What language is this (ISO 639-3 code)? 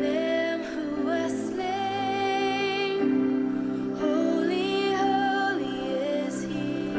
njo